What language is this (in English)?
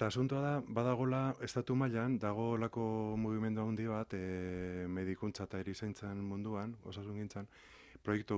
Basque